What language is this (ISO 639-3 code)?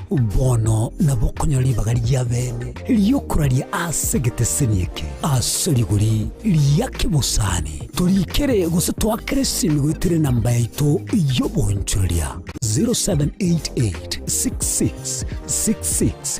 guz